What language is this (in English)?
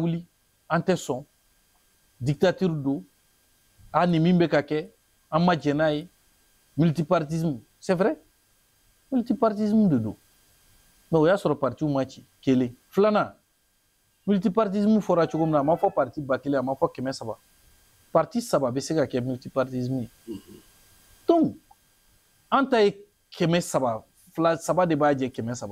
Bambara